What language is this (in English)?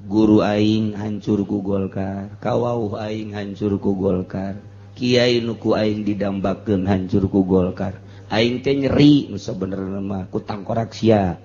Sundanese